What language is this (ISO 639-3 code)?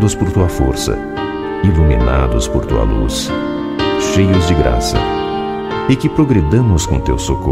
por